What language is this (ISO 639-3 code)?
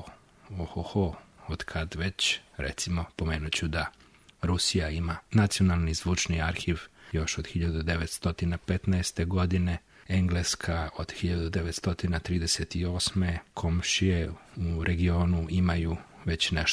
srp